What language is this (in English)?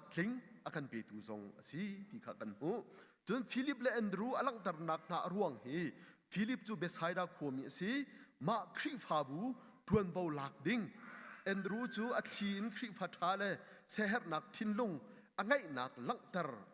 Hakha Chin